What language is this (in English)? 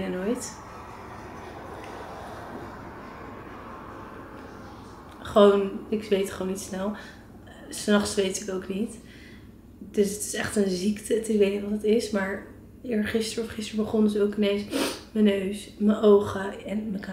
Dutch